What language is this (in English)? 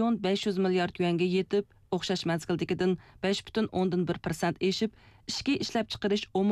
Uyghur